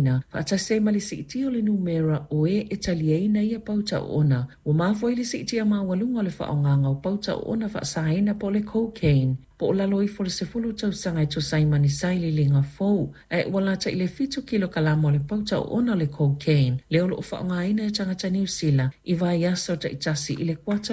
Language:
Samoan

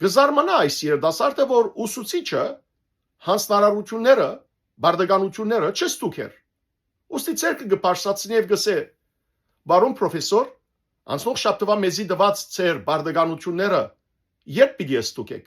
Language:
Western Armenian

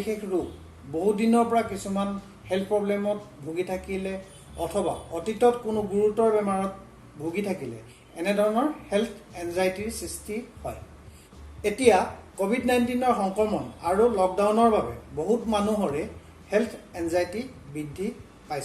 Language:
Assamese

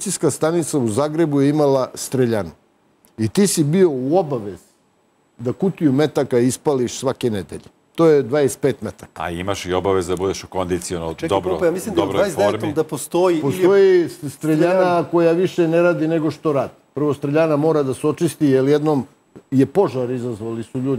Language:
Serbian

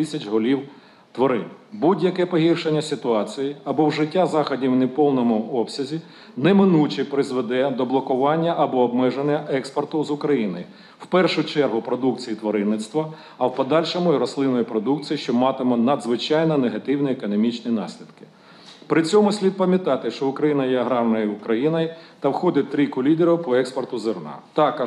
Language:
Ukrainian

